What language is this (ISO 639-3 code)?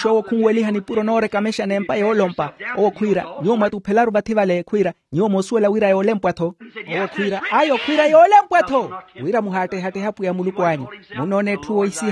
vmw